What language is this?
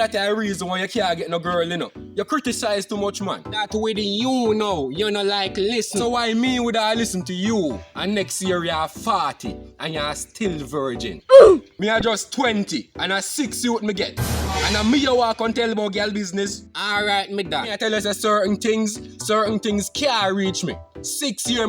Jamaican Creole English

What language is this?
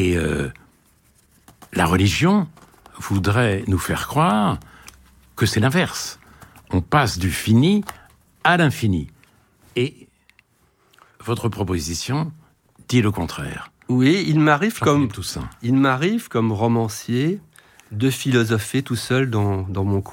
French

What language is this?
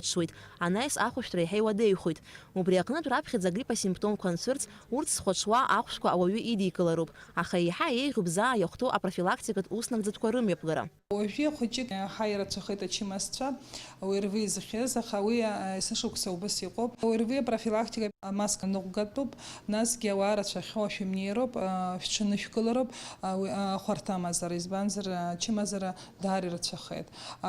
Abkhazian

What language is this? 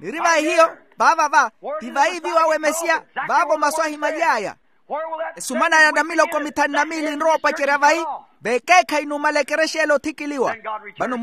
Makhuwa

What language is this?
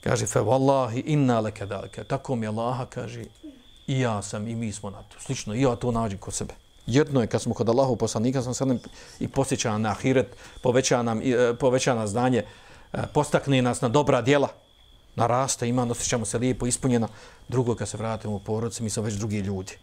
Bosnian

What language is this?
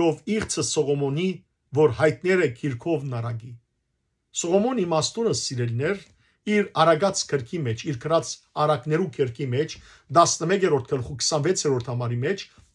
Western Armenian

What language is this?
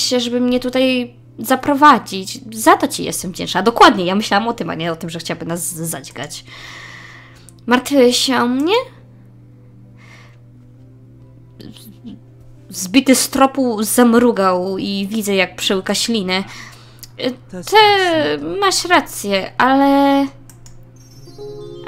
Polish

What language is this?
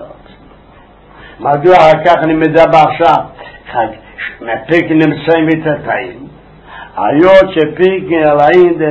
Hebrew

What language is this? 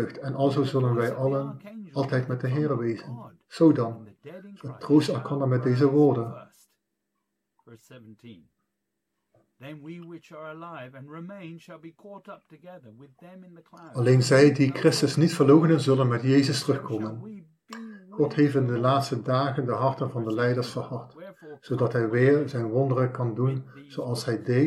Dutch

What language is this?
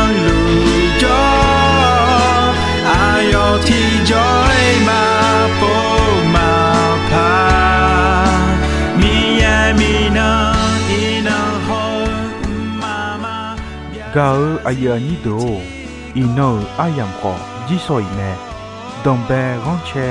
Akha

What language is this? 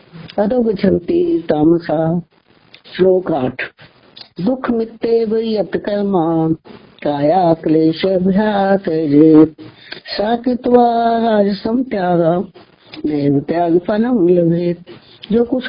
Hindi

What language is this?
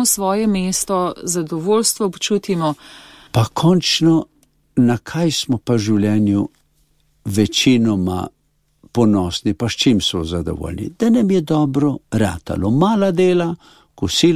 Slovenian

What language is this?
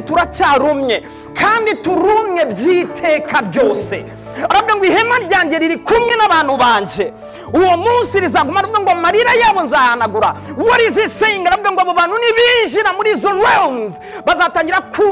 Kinyarwanda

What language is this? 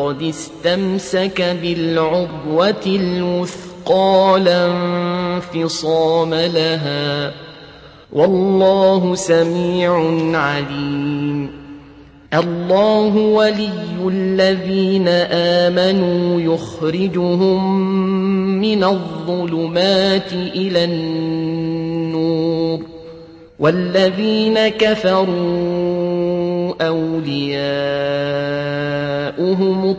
Arabic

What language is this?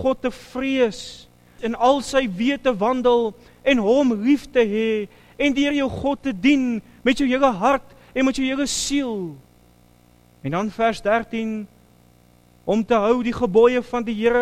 Afrikaans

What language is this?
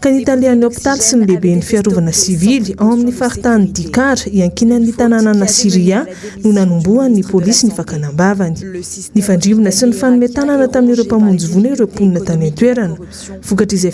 Malagasy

